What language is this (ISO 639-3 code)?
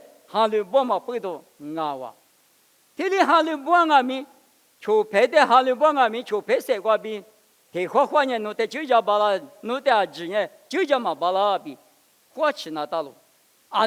lis